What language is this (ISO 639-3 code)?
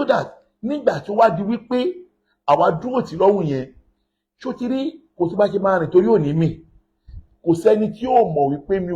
yor